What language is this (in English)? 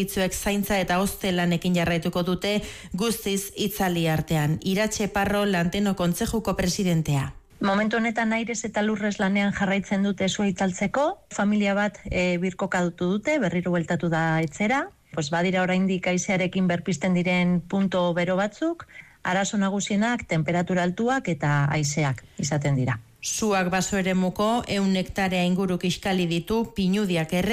Basque